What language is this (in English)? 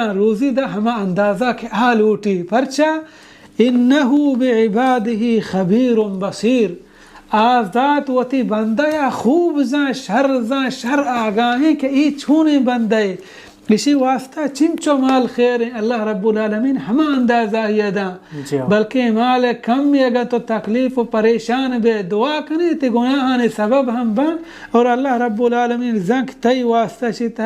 Baluchi